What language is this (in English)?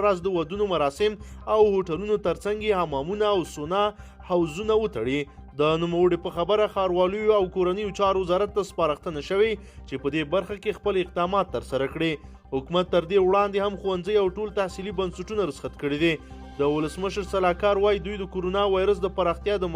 Pashto